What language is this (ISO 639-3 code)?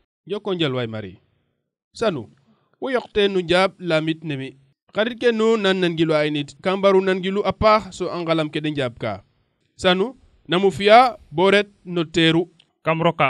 srr